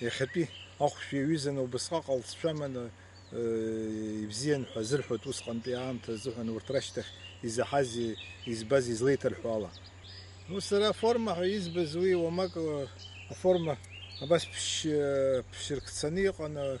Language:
Abkhazian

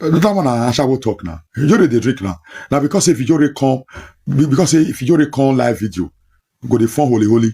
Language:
Nigerian Pidgin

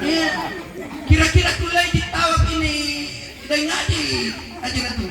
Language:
Makasar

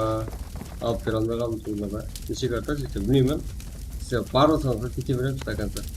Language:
Kara-Kalpak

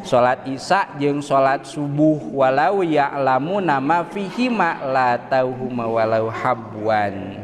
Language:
Sundanese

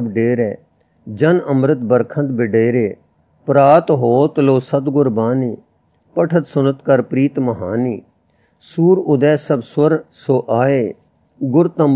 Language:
Punjabi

